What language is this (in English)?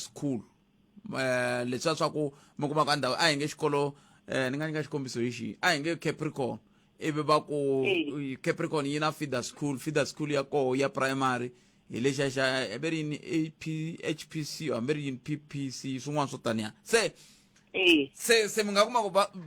Tsonga